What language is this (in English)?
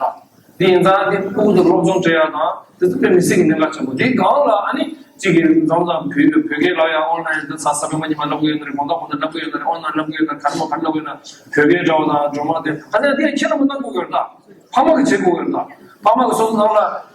Tibetan